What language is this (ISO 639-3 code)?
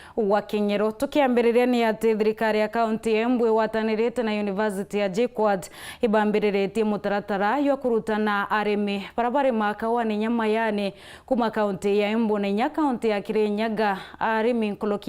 mer